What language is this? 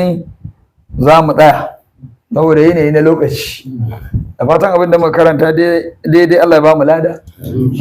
Hausa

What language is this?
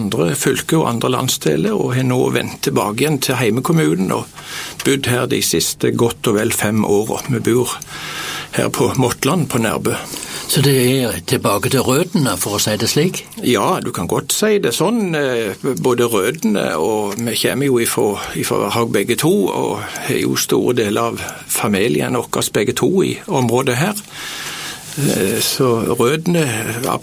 Norwegian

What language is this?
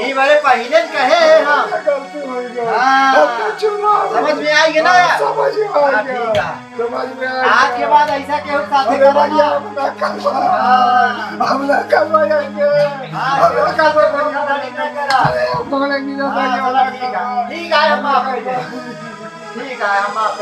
Awadhi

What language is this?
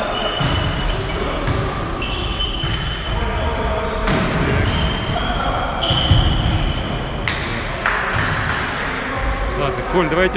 Russian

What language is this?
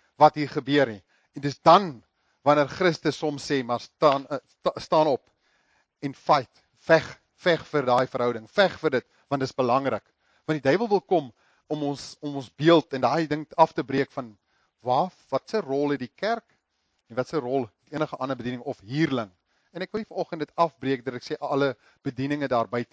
Afrikaans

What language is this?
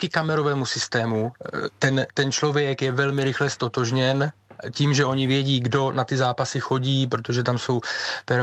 Czech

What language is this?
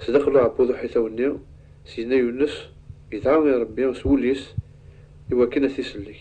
Kabyle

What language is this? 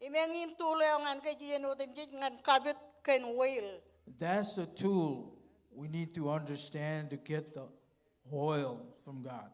Marshallese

